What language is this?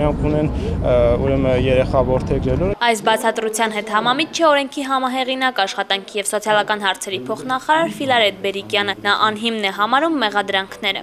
Armenian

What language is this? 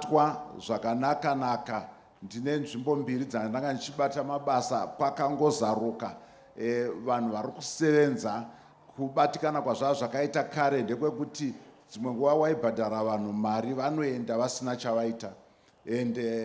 Shona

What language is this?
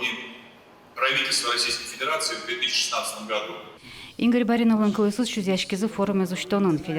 Udmurt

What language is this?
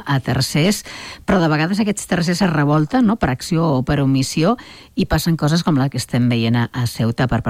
Catalan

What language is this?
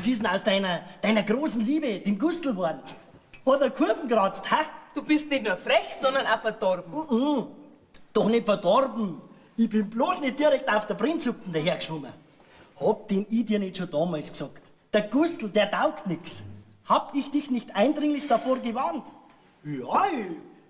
Bavarian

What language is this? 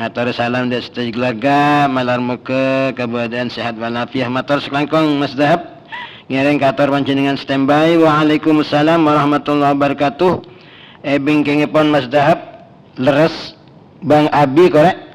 Madurese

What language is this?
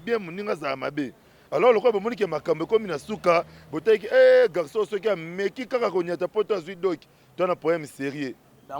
Lingala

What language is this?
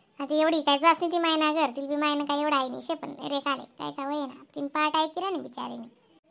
Khandesi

